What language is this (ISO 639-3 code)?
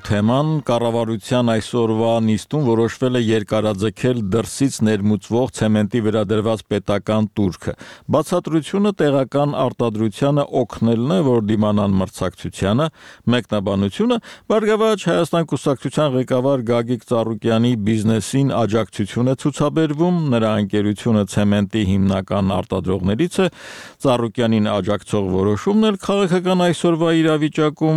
hye